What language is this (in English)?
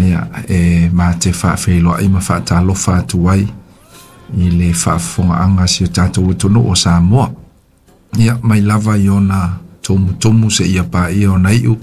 Samoan